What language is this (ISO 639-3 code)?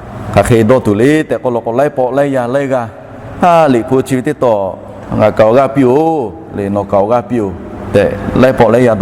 lhu